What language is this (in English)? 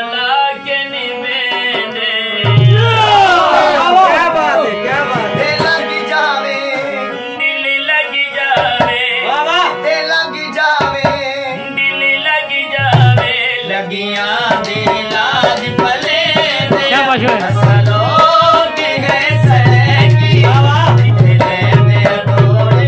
Saraiki